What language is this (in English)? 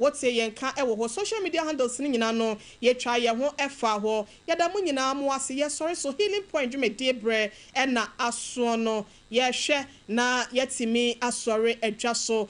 Akan